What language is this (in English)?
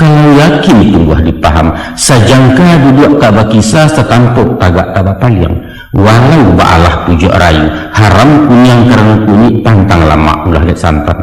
Minangkabau